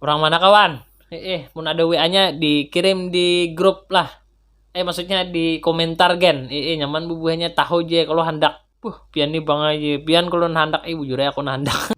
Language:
Banjar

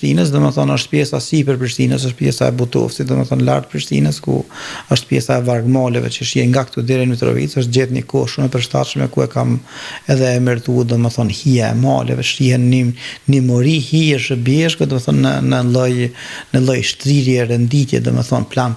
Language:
Albanian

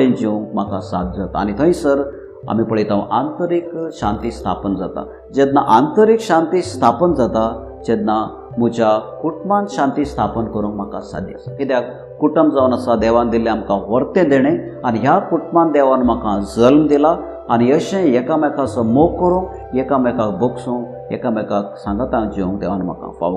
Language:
Konkani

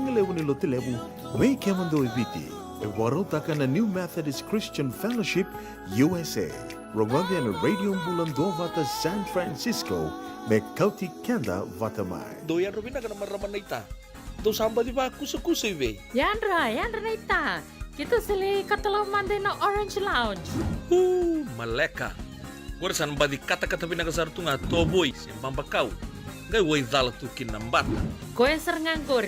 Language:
Fijian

